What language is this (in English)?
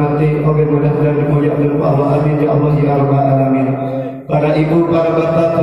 Sundanese